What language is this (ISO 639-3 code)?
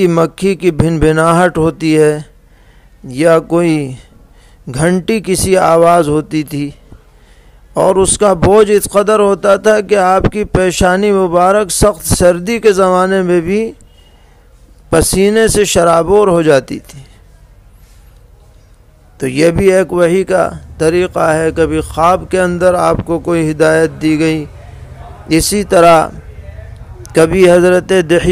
urd